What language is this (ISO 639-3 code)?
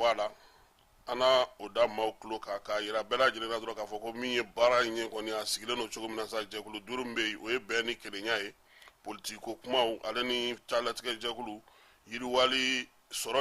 bam